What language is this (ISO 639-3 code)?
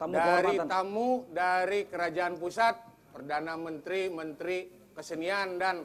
bjn